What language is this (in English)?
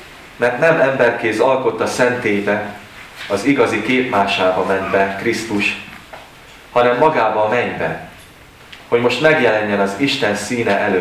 Hungarian